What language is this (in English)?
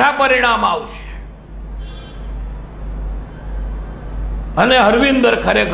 Gujarati